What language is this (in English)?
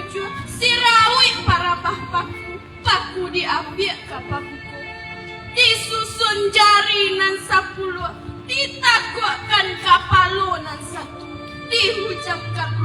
Minangkabau